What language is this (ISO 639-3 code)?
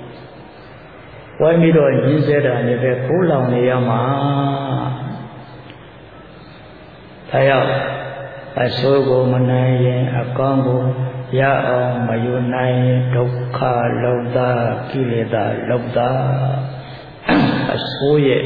mya